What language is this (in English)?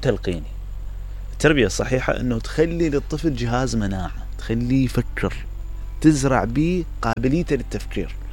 Mesopotamian Arabic